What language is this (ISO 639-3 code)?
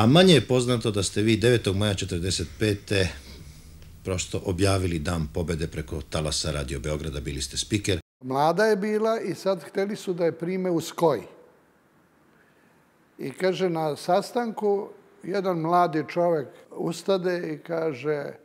srp